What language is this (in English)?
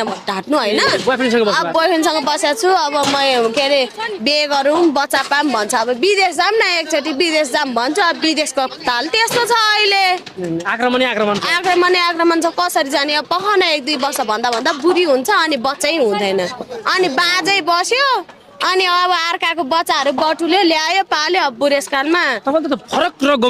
Nepali